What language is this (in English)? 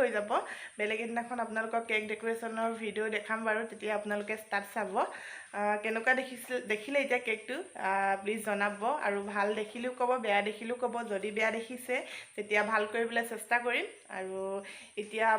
Assamese